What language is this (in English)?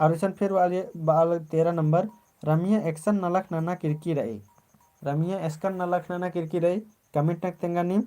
Kurukh